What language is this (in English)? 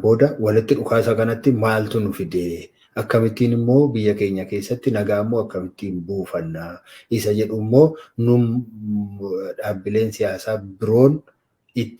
Oromo